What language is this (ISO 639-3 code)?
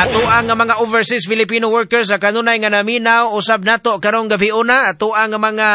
ceb